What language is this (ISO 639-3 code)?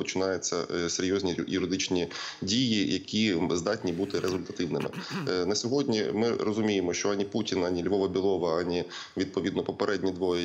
ukr